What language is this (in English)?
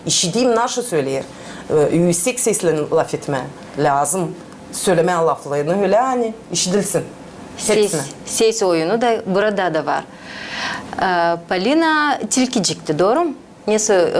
Gagauz